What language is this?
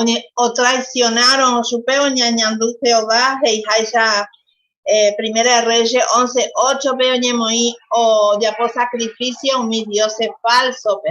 Guarani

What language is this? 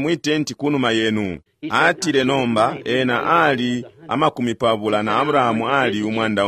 Bemba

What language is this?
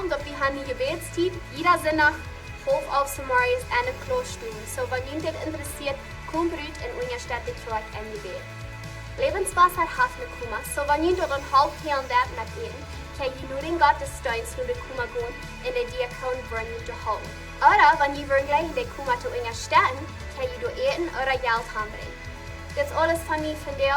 Plautdietsch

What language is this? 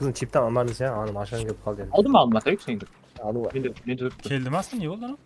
Kara-Kalpak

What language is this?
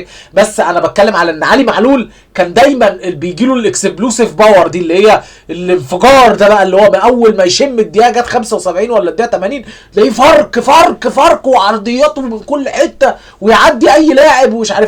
Egyptian Arabic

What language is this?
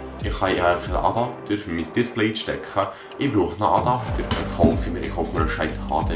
Swiss German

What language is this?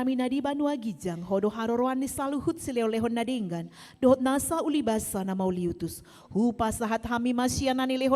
Batak Toba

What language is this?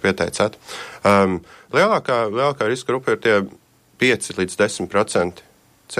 Latvian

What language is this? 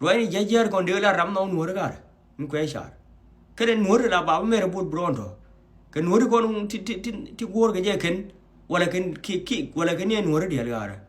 Nuer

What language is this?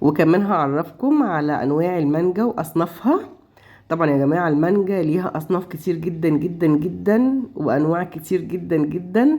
Egyptian Arabic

